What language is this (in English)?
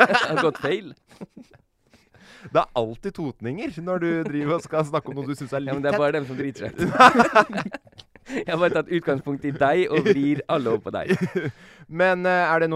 Norwegian